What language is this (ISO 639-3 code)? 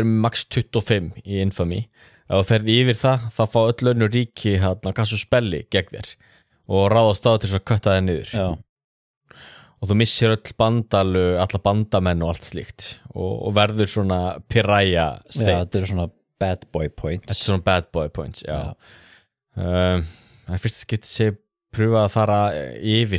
isl